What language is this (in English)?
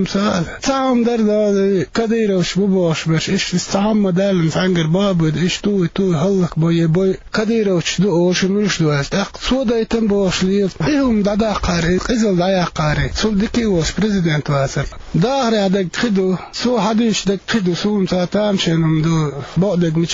Chechen